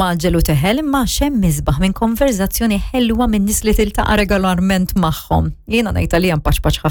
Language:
Maltese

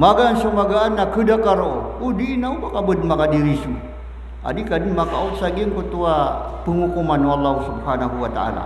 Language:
Maranao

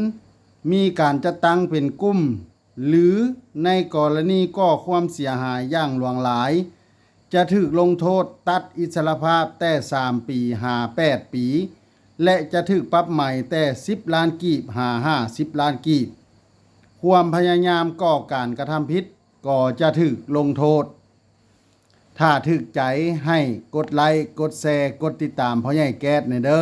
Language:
Lao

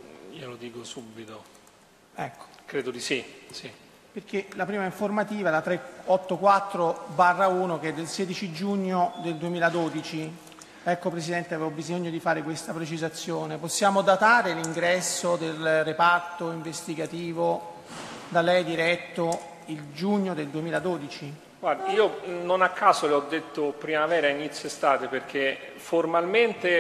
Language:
Italian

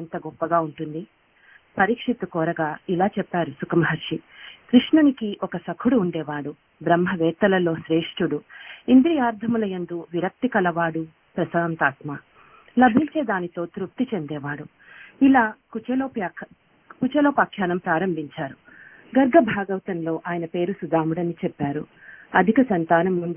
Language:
Telugu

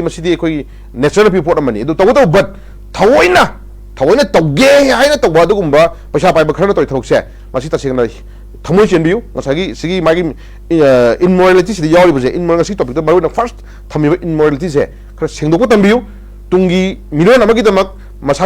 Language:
Manipuri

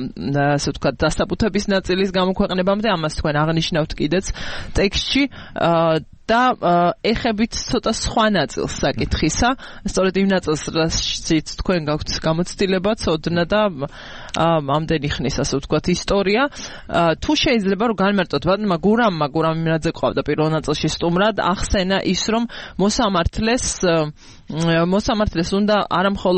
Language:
Georgian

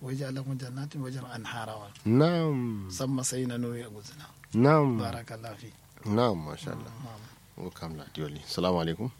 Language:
Kanuri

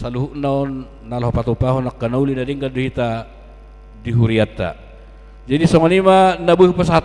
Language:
Batak Toba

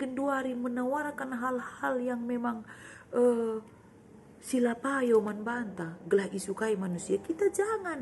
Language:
Batak Karo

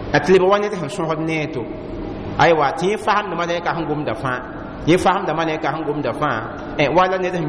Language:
Mossi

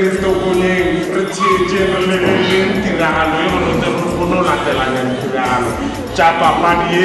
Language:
Tswana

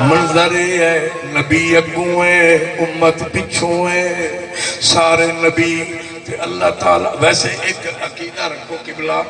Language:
Saraiki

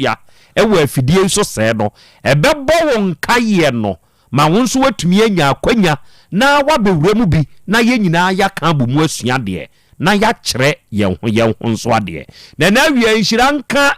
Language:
Akan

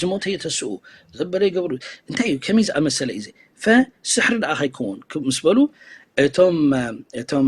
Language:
Tigrinya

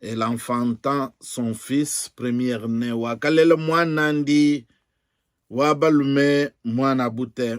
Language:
Luba-Lulua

